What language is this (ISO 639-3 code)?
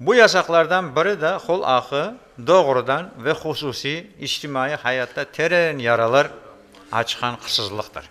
crh